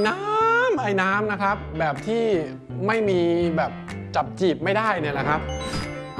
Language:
Thai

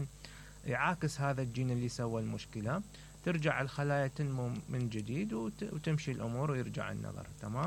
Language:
Mesopotamian Arabic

